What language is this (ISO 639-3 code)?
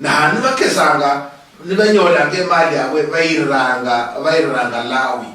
luy